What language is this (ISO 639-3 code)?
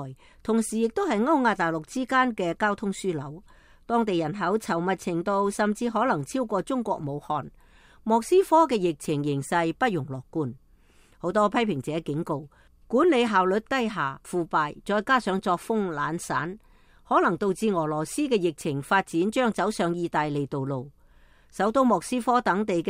yue